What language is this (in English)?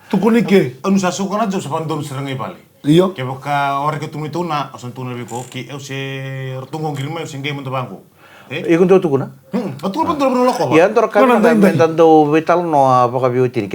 Fijian